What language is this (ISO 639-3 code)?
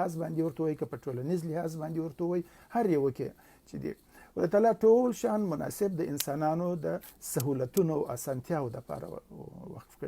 pus